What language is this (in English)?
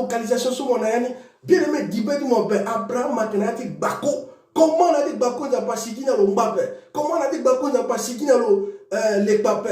Sango